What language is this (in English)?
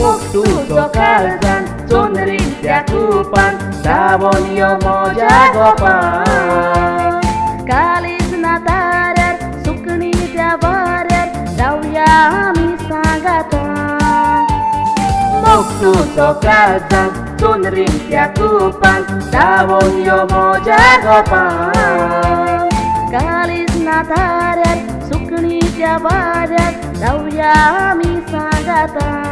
Konkani